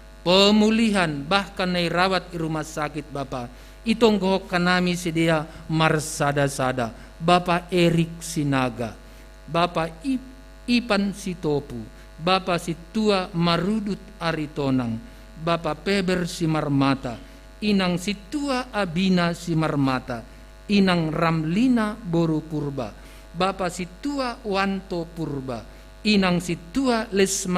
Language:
Batak Simalungun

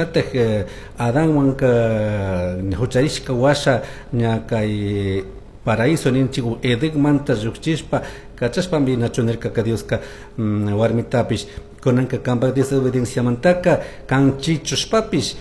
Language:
Chimborazo Highland Quichua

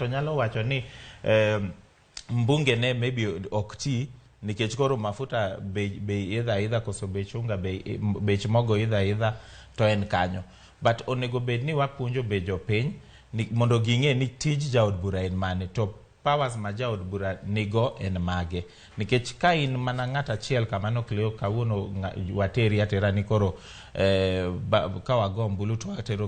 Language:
Luo (Kenya and Tanzania)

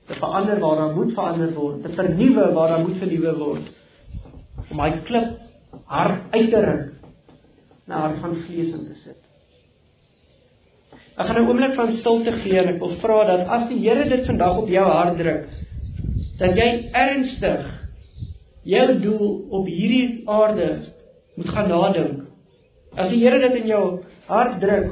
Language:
Afrikaans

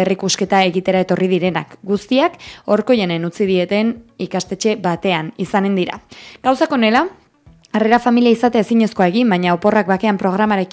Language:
Basque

